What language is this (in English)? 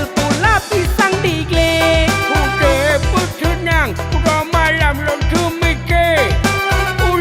Achinese